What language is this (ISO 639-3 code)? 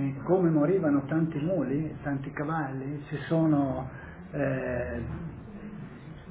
ita